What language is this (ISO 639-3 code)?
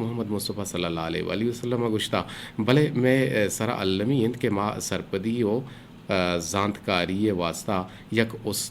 bgp